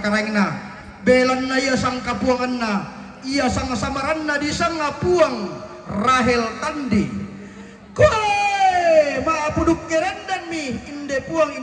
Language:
Toraja-Sa'dan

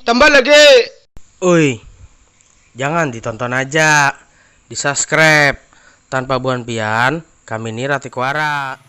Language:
Banjar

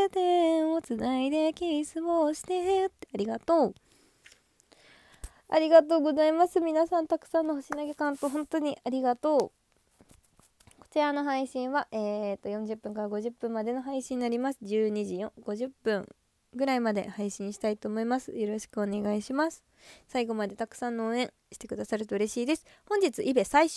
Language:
Japanese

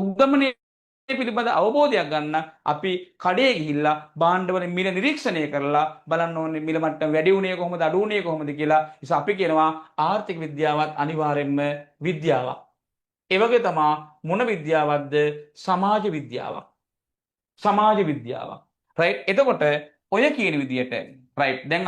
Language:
Sinhala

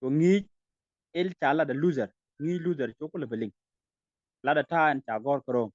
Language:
Nuer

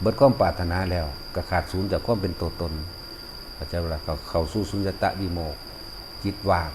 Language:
Northeastern Thai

